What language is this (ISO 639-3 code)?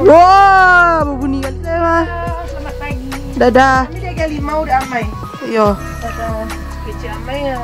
min